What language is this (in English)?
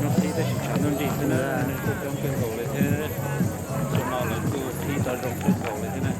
Hmong